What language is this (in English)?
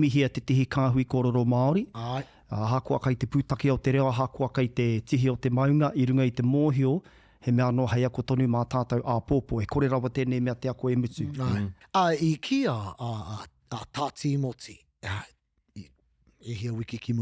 Māori